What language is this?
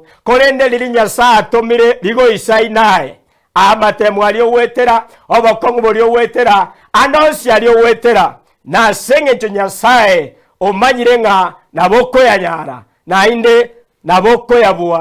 Gusii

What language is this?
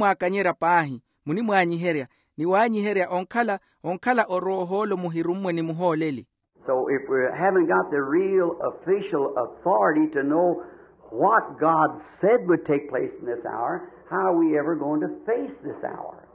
Makhuwa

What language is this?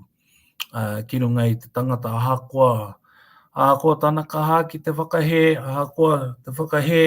Māori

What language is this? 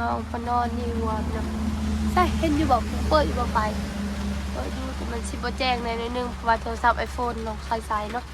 Northeastern Thai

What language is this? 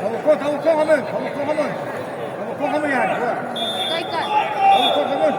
Yakut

